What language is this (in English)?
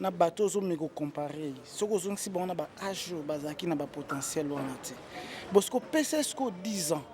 Lingala